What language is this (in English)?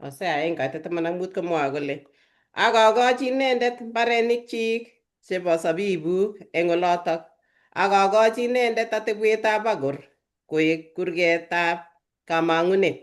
Kalenjin